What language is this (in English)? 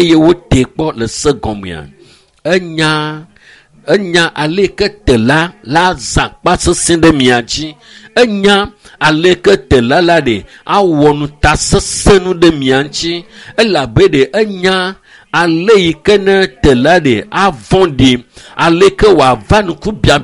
Ewe